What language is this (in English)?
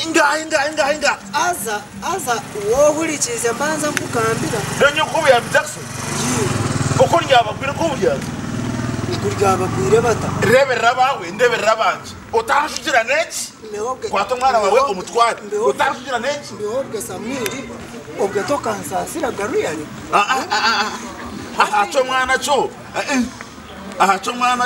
Shona